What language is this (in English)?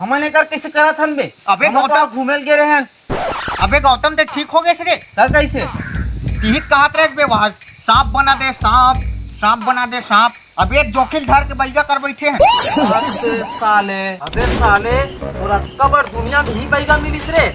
Chhattisgarhi